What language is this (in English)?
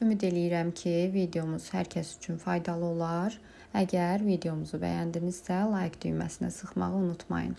Azerbaijani